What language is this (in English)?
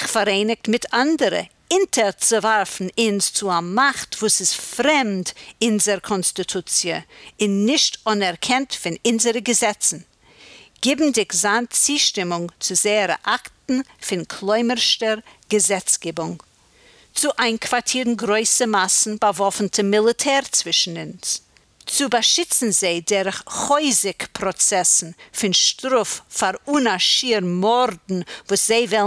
Yiddish